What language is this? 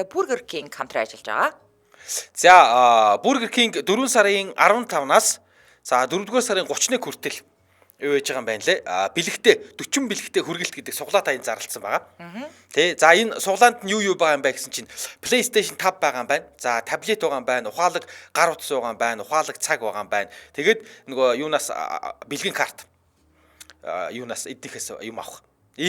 Mongolian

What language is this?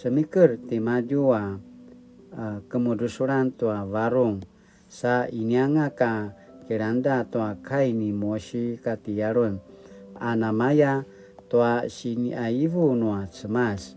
Paiwan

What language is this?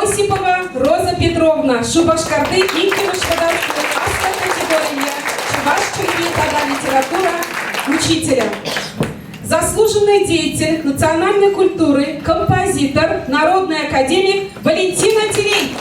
Chuvash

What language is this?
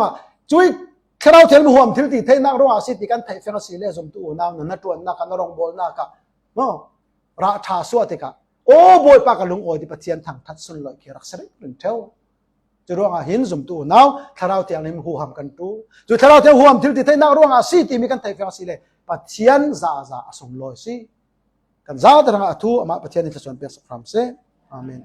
Falam Chin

